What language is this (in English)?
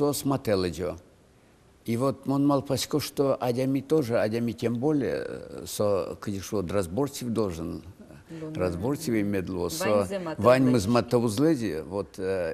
Udmurt